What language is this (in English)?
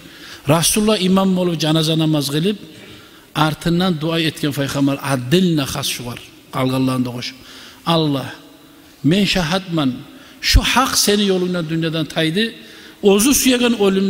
Kumyk